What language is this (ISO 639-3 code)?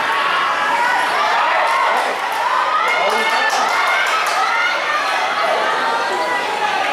tha